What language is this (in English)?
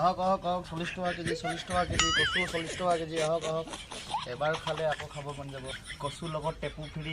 Assamese